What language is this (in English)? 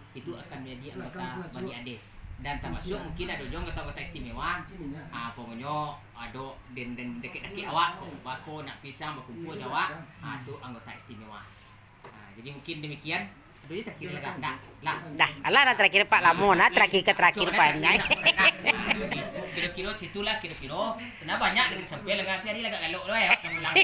Minangkabau